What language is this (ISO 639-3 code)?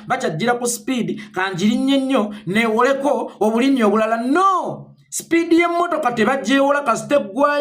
lug